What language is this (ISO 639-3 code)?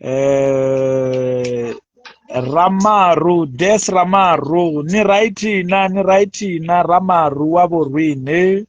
ven